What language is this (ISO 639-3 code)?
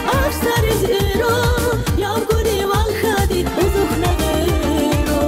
tab